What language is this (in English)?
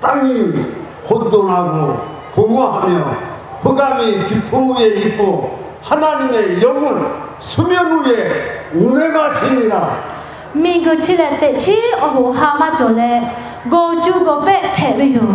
Lahu